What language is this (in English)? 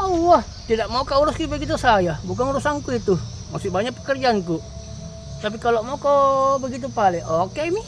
Buginese